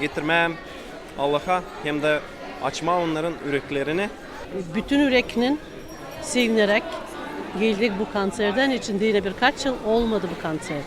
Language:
Gagauz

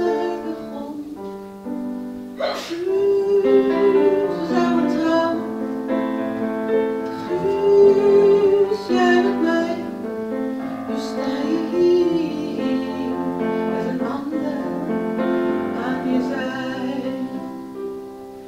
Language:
Dutch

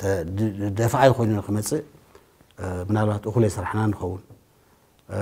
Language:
Tigrinya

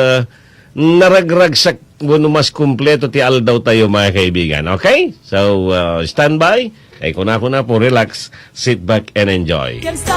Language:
Iloko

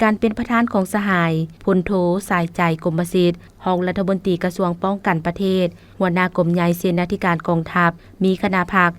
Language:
Lao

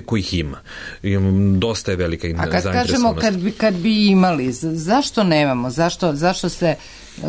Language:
Serbian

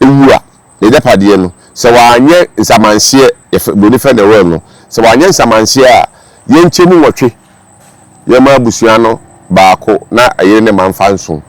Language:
Akan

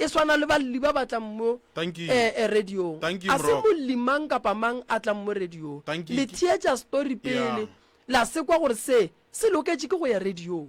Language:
Northern Sotho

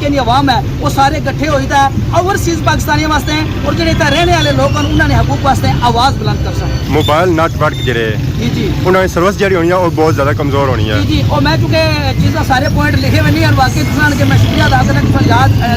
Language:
Pahari-Potwari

